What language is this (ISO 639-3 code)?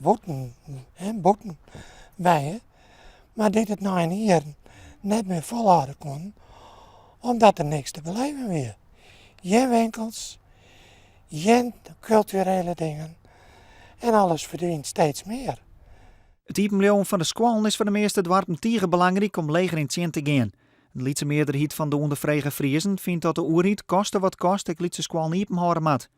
fry